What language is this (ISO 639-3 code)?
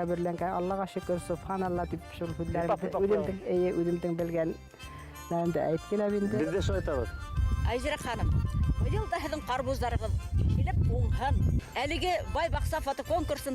bak